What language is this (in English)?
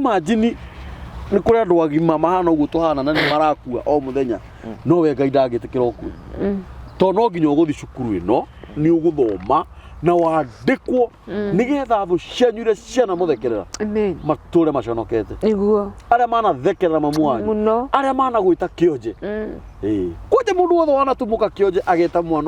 Kikuyu